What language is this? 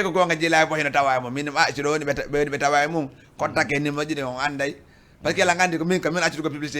Fula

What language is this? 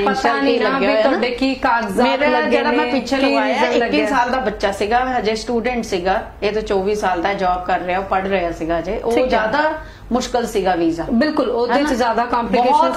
Punjabi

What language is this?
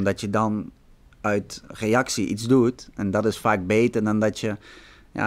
Dutch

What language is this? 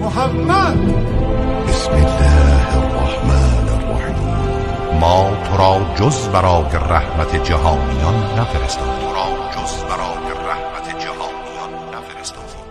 Tajik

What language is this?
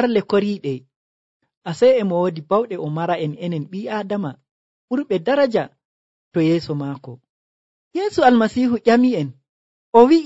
Nigerian Fulfulde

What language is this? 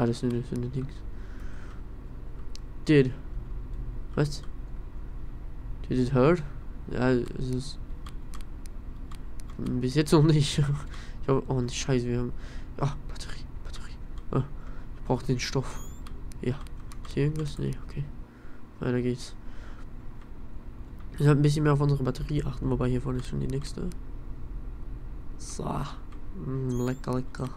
German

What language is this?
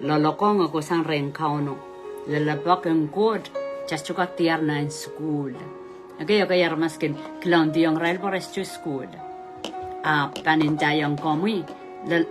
Pohnpeian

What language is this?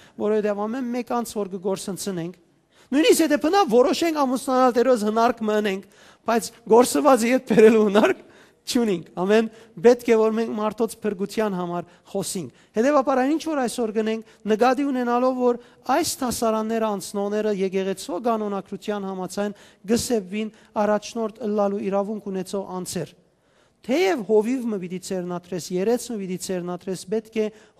Western Armenian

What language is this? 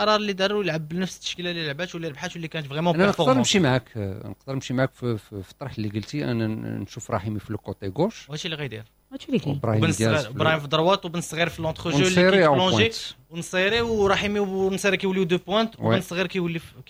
Moroccan Arabic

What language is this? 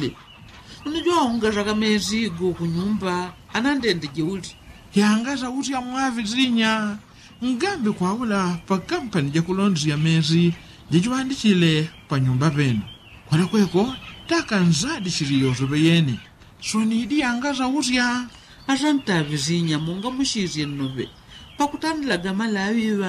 Yao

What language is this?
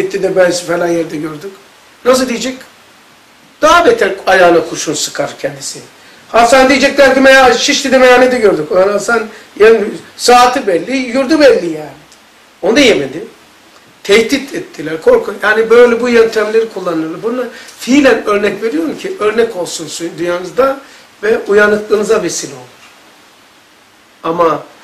Turkish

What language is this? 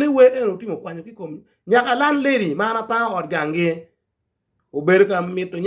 Acoli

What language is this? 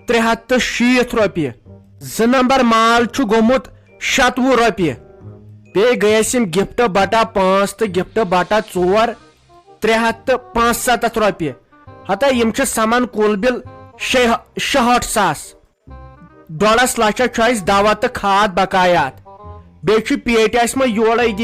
Kashmiri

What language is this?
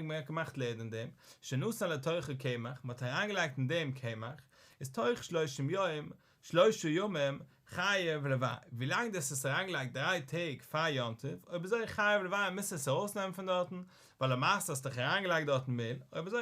Yiddish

